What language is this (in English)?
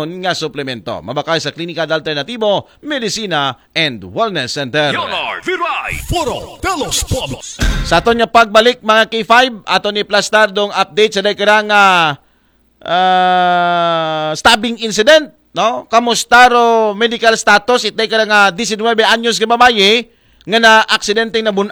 Aklanon